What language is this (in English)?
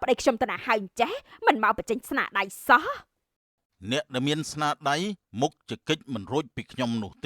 Khmer